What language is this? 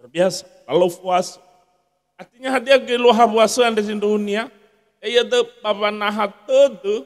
Nias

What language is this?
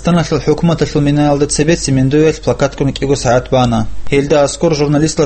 Avaric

